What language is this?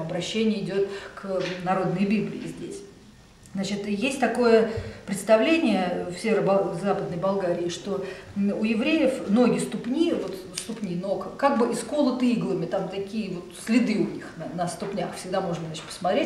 Russian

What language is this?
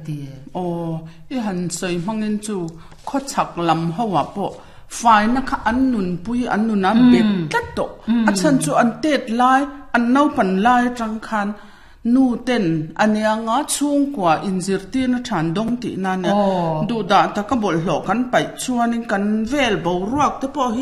Mizo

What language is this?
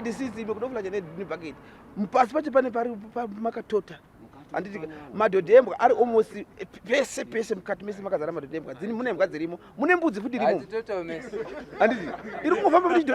Shona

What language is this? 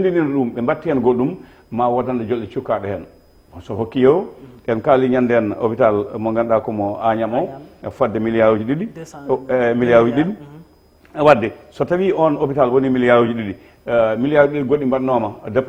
Fula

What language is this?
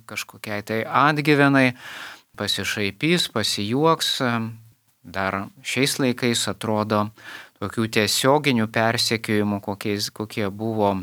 Lithuanian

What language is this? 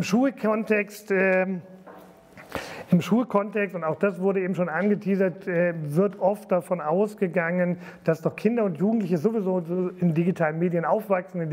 German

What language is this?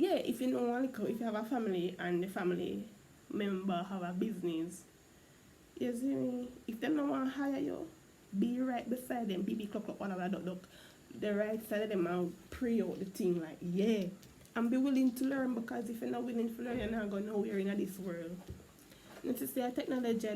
Jamaican Creole English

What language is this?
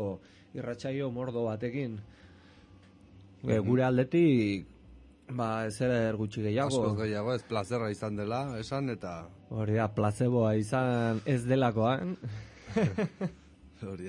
Basque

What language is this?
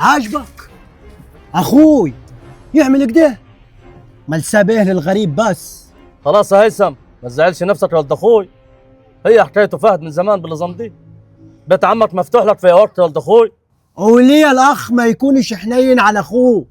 Egyptian Arabic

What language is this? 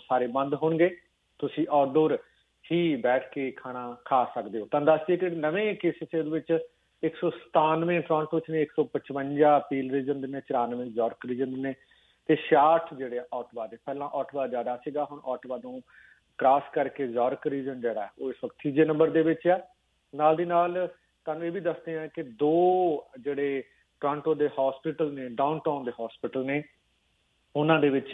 Punjabi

